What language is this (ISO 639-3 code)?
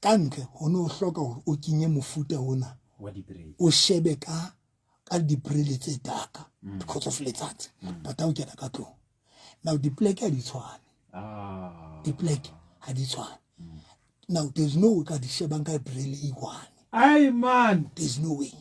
sot